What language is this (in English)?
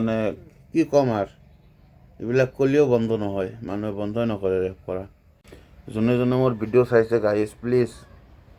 Assamese